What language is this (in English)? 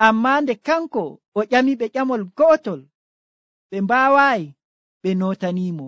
Nigerian Fulfulde